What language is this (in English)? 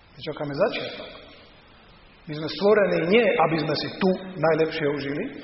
Slovak